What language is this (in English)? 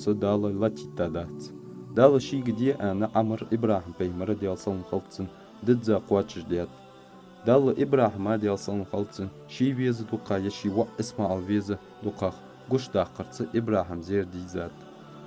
Ingush